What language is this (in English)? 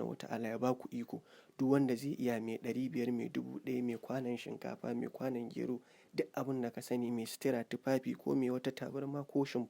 Hausa